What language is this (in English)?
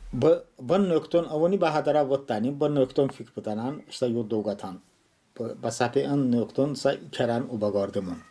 Talysh